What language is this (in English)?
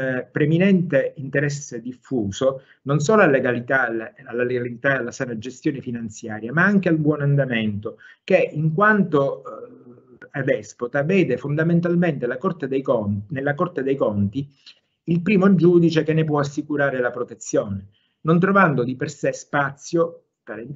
Italian